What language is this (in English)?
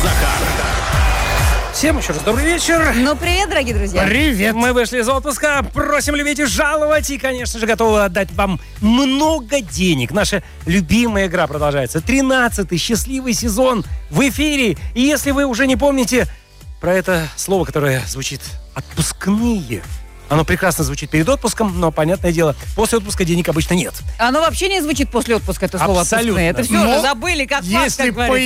Russian